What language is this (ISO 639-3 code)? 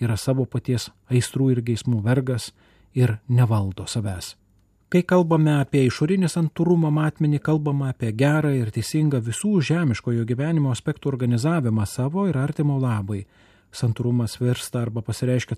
lit